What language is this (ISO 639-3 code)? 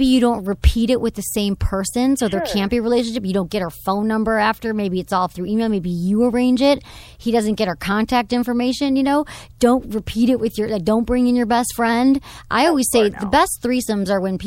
eng